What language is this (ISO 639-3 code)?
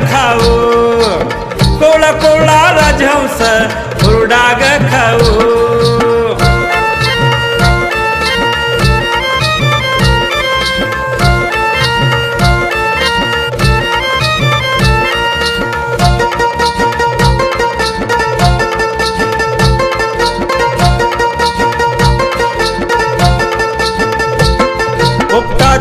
mar